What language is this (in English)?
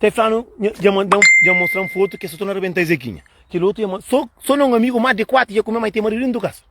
Kabuverdianu